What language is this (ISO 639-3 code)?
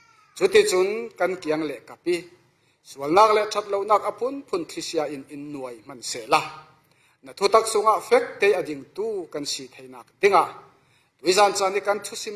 cfm